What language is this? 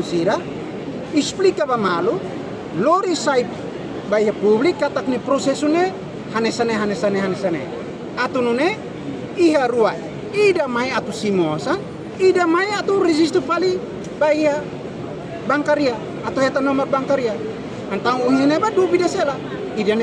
Tetum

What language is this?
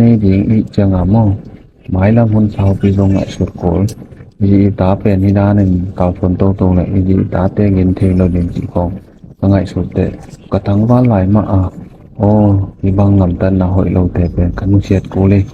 Tedim Chin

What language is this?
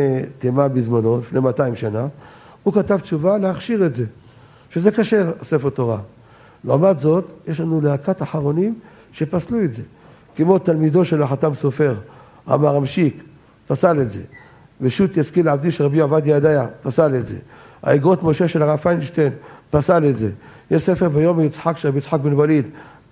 Hebrew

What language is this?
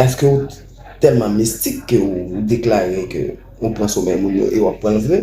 Haitian Creole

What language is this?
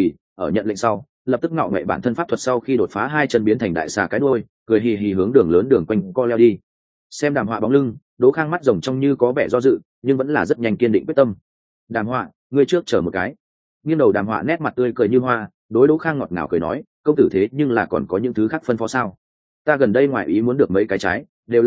Vietnamese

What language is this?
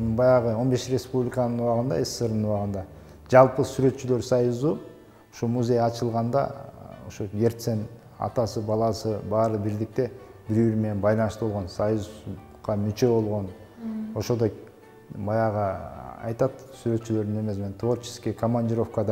Kyrgyz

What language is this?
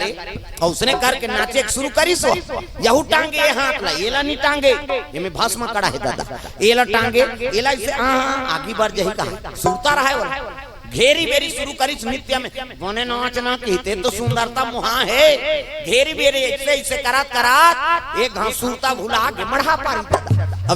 Chhattisgarhi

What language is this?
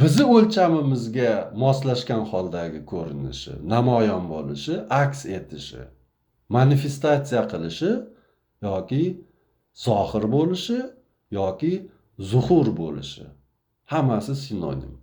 Uzbek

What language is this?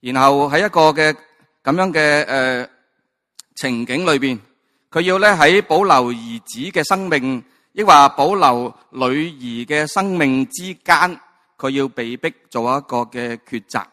Cantonese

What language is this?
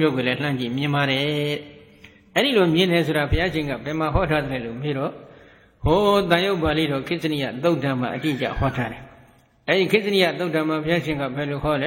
Burmese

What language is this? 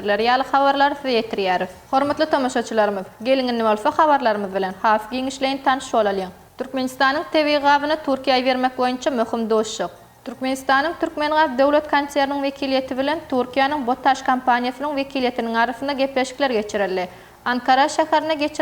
Turkmen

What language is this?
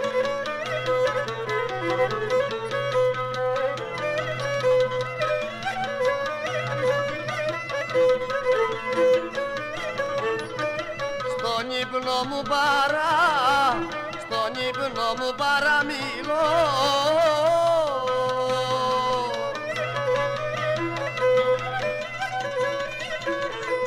Greek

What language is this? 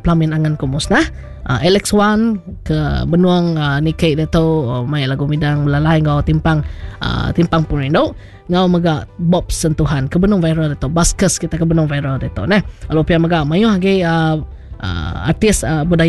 Iban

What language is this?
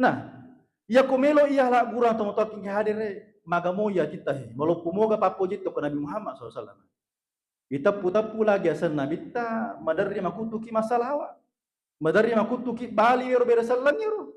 Buginese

